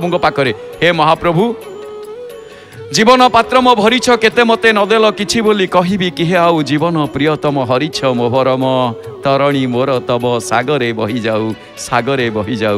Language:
Odia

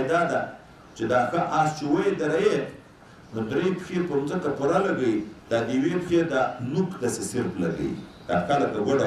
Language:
Pashto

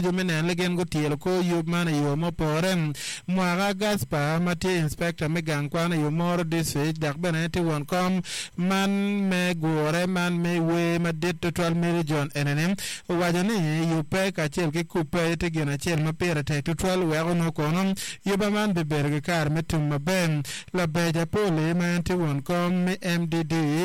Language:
Acoli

